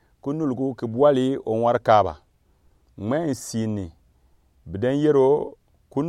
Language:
Gourmanchéma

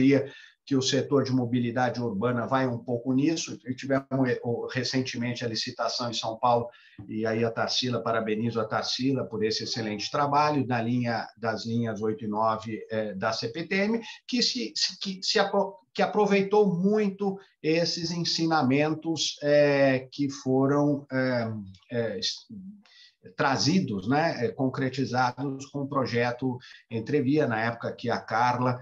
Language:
Portuguese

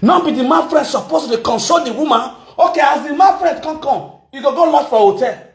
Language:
Nigerian Pidgin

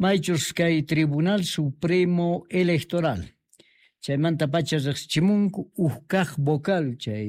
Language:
Quechua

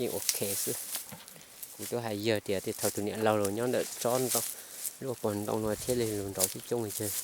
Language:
Hmong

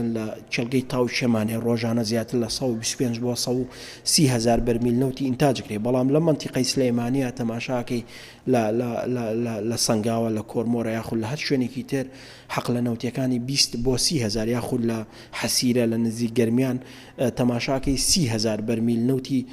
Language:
Central Kurdish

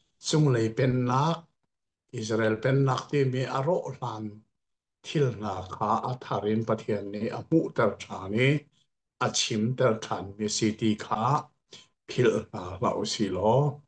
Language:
Hakha Chin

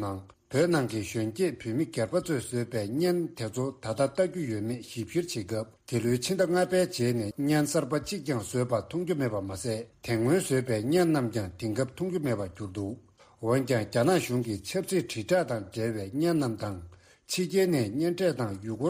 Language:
Tibetan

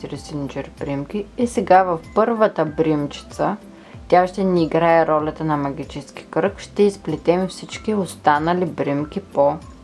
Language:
Bulgarian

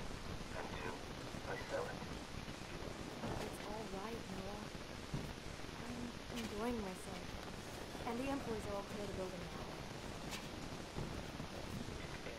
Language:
English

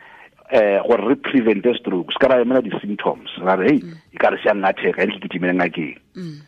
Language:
Tswana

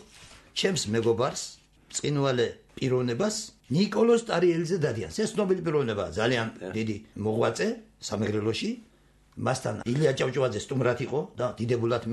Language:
Georgian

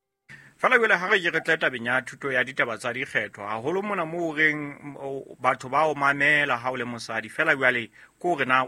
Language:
Southern Sotho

